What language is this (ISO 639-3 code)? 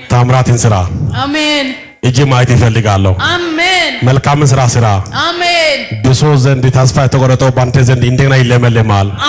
amh